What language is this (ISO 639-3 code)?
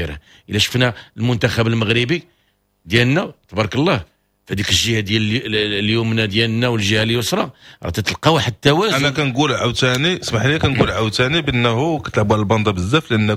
ary